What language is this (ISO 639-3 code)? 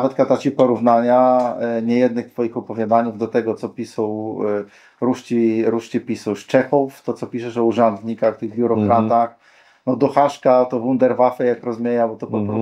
csb